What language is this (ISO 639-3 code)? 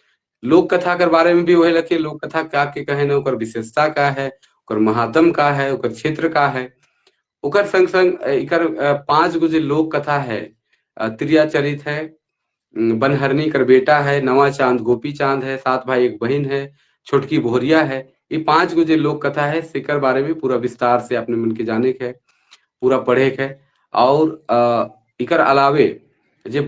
sck